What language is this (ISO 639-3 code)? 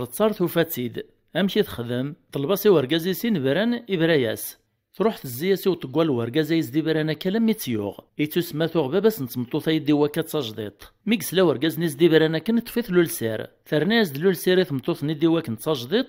kab